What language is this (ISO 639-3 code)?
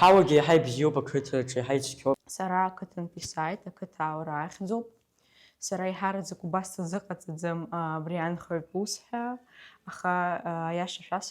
abk